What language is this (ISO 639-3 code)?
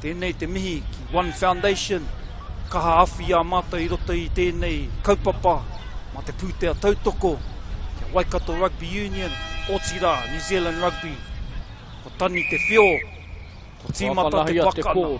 mri